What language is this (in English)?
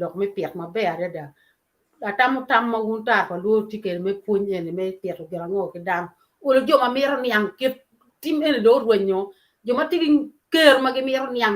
Acoli